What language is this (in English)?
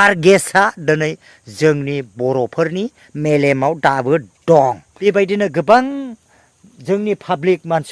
Bodo